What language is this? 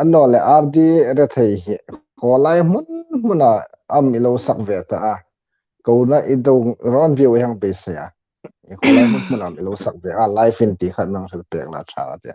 Hmar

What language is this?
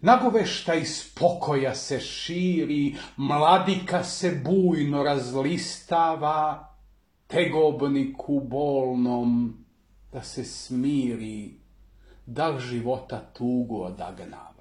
Serbian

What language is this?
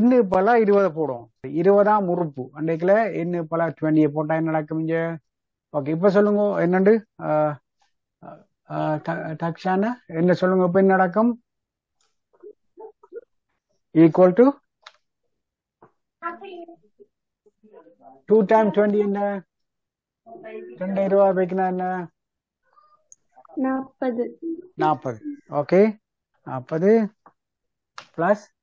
Tamil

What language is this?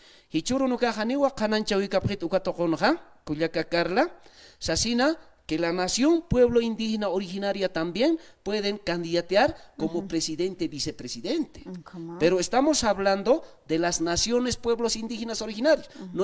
Aymara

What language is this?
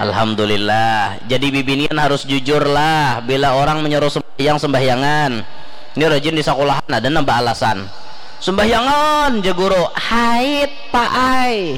Banjar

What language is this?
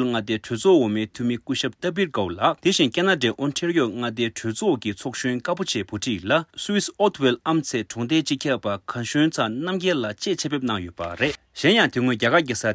Tibetan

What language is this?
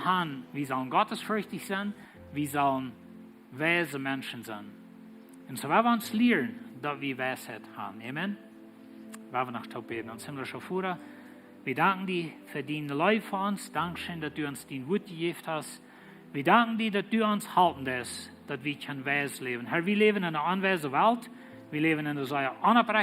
Plautdietsch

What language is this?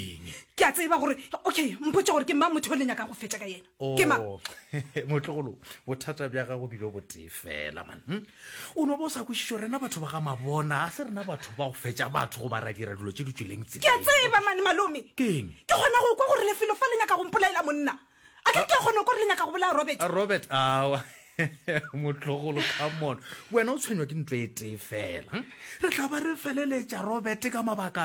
Northern Sotho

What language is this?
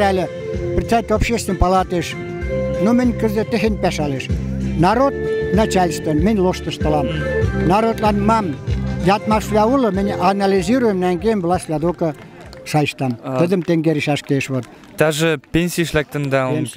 Western Mari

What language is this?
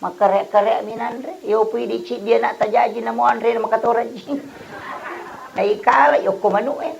Buginese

